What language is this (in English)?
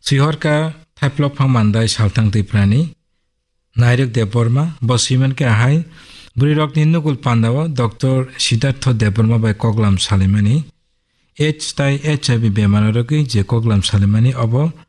Kok Borok